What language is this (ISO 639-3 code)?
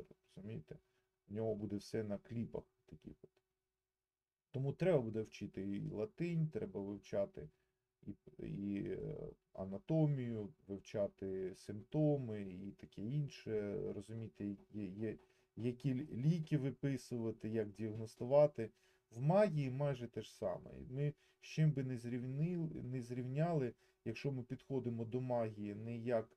ukr